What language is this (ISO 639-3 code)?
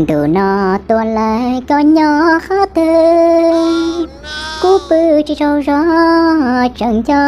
hmn